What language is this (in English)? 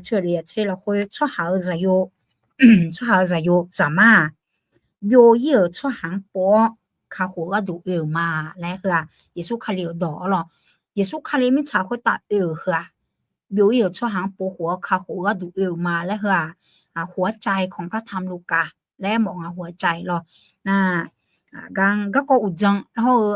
Akha